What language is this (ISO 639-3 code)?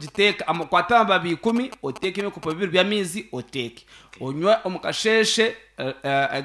nyn